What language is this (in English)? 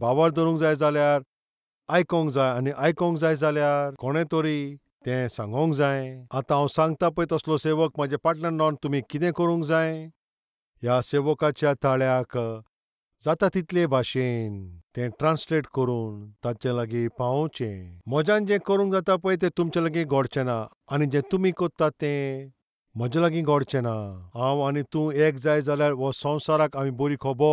Konkani